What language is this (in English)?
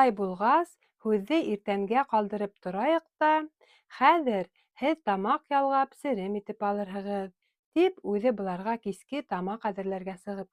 Bashkir